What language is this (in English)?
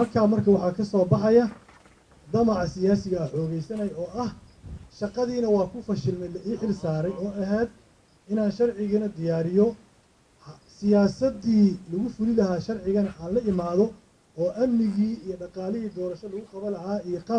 Somali